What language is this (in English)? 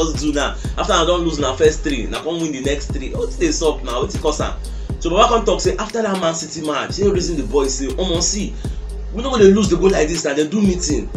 Nigerian Pidgin